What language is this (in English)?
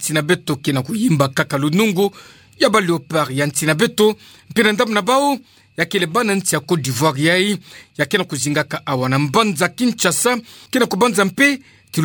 Kituba (Democratic Republic of Congo)